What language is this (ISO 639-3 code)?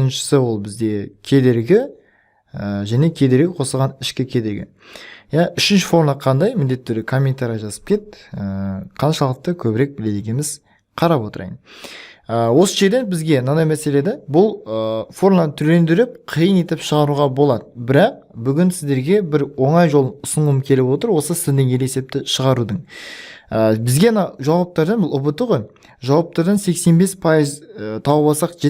kaz